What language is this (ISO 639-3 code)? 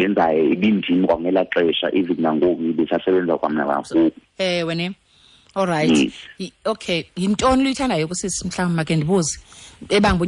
xho